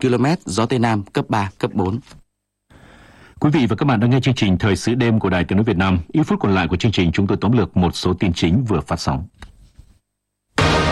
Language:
Vietnamese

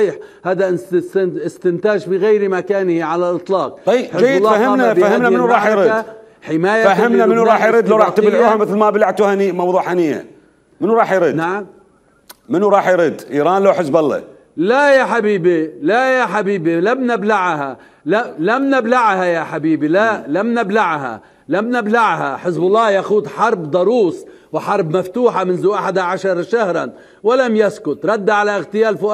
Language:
Mesopotamian Arabic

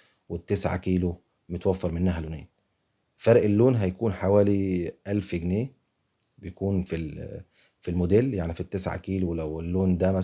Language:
Egyptian Arabic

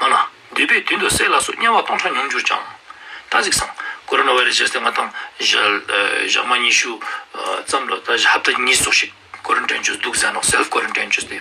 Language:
Ladakhi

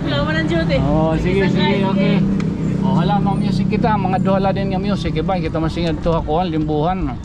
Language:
Waray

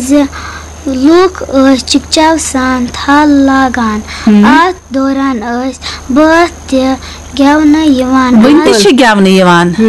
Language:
Kashmiri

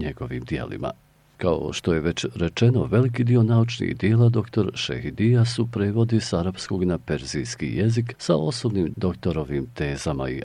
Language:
Bosnian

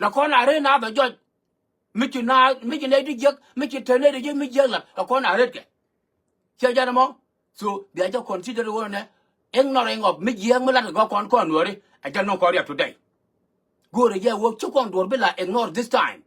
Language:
Nuer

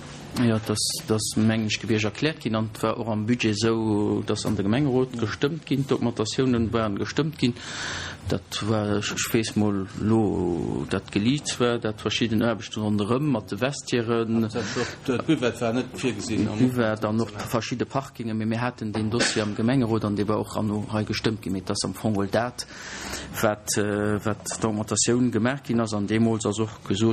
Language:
Luxembourgish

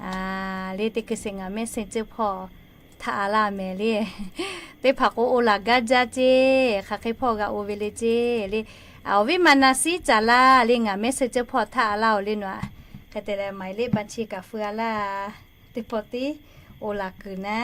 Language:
Lahu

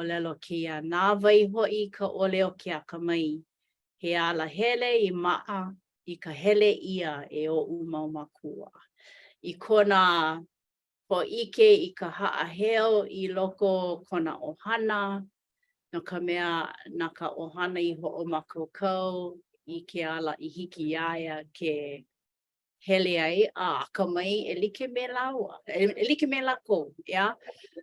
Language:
Hawaiian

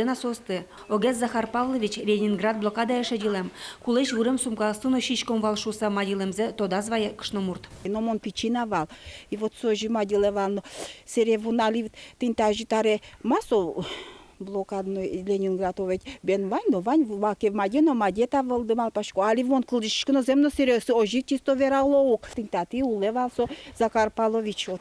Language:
Udmurt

